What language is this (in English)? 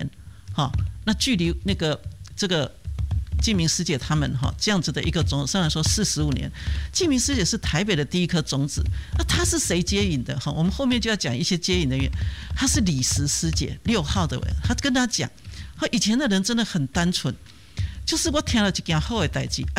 Chinese